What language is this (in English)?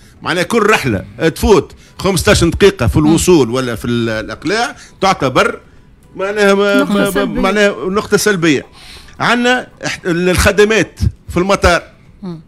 Tunisian Arabic